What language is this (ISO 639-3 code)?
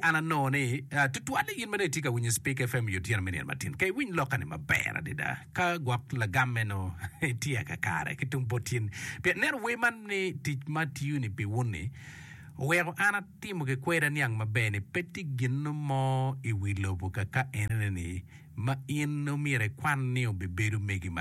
ach